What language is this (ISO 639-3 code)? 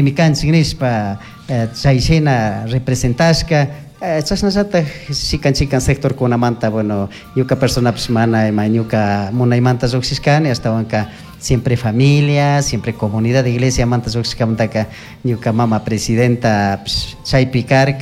qug